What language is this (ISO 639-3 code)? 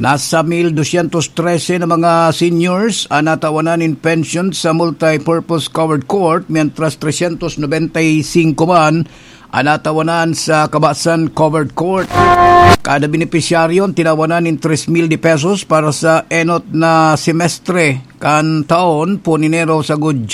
bik